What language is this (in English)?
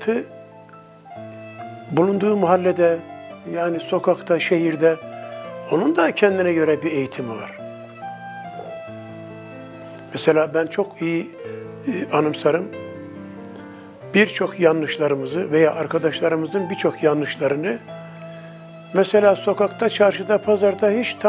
Turkish